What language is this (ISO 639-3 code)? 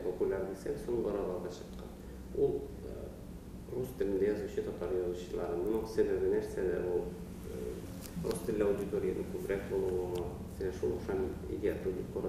tat